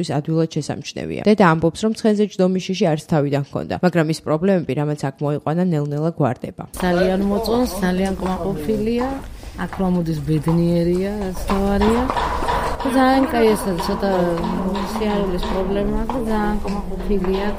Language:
Georgian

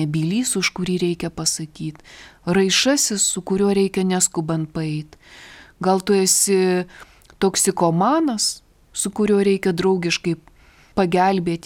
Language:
Lithuanian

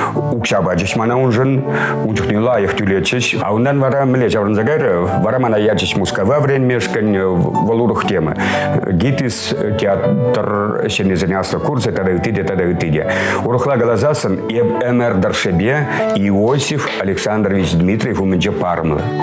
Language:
Chuvash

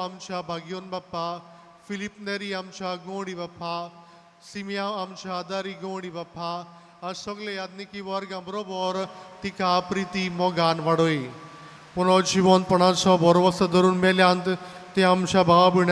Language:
Konkani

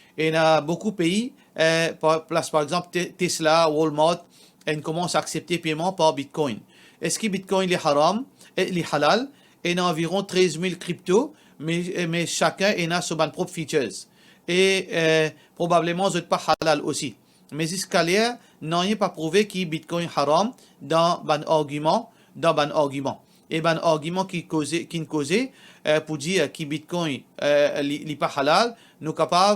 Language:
Morisyen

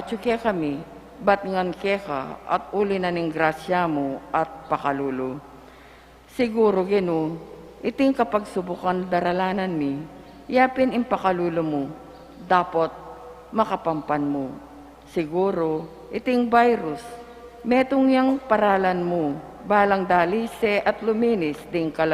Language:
Pampanga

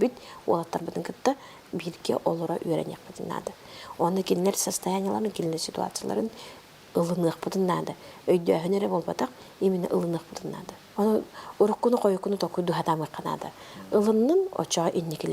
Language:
Yakut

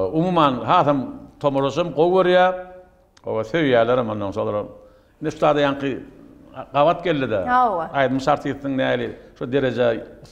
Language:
Turkmen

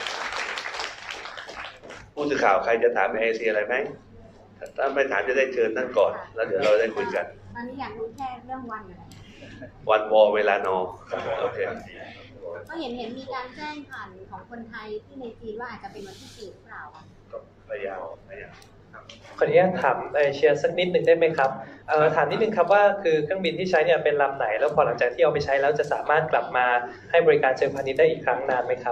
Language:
Thai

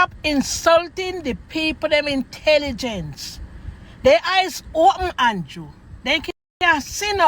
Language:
Jamaican Creole English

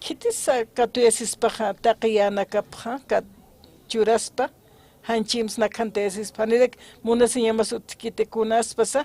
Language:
Aymara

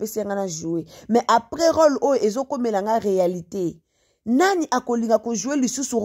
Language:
Lingala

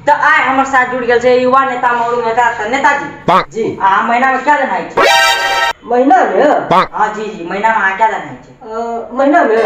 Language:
Maithili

